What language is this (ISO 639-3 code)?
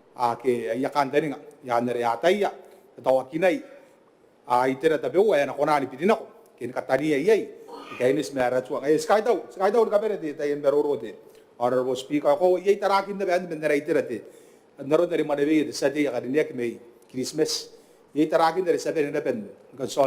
gil